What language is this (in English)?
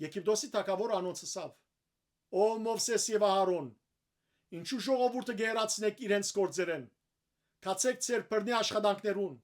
Western Armenian